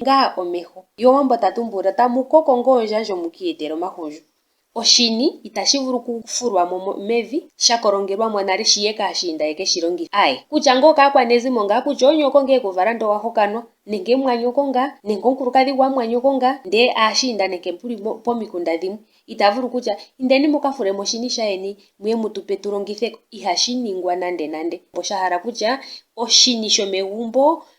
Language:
Ndonga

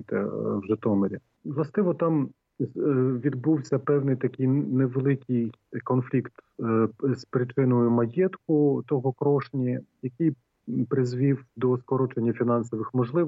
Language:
Ukrainian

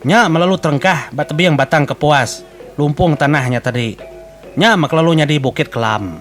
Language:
Iban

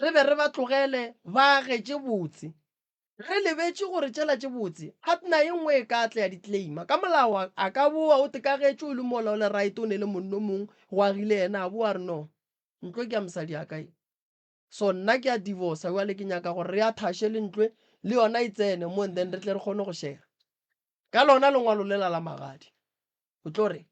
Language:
Northern Sotho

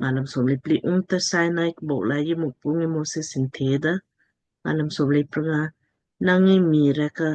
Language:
Lamkang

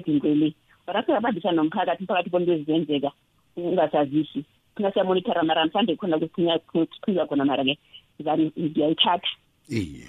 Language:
South Ndebele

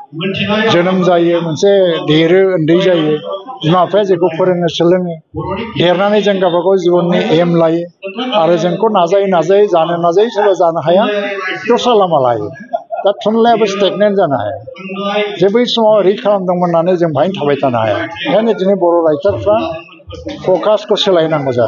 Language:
Bodo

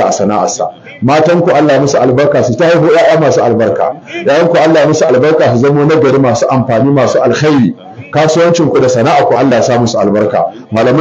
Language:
Hausa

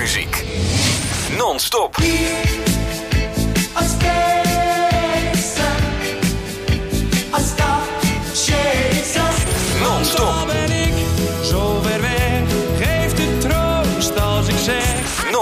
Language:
Dutch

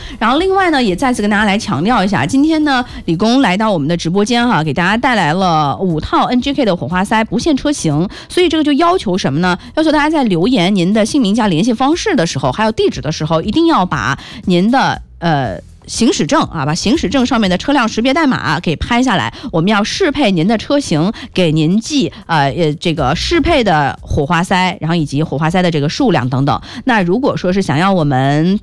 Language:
Chinese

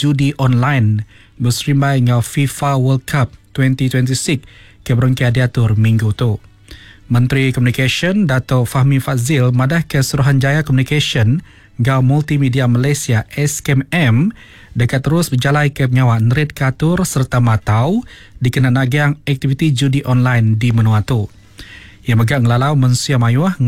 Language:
Iban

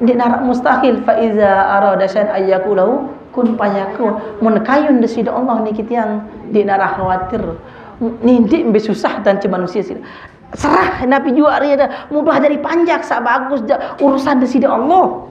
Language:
Sasak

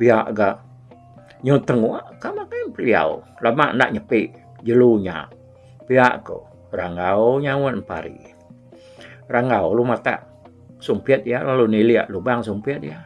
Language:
Iban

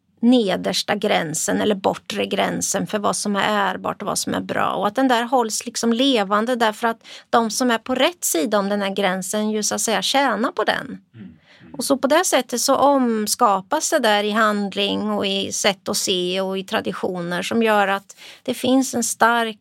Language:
Swedish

